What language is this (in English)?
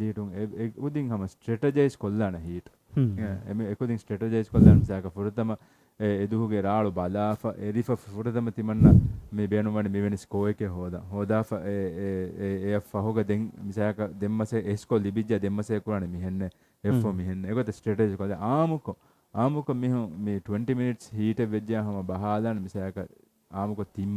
Divehi